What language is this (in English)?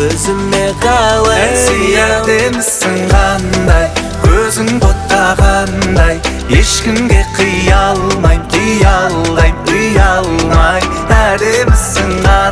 Kazakh